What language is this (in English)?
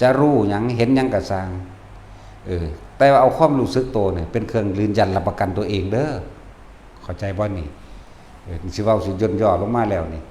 Northeastern Thai